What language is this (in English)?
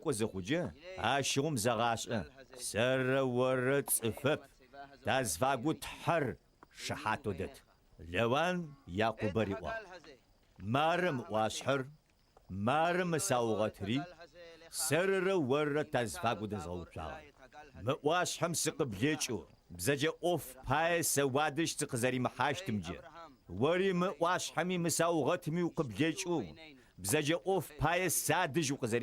Adyghe